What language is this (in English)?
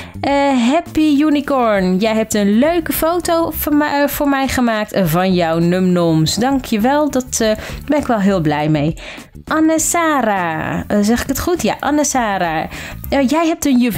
Dutch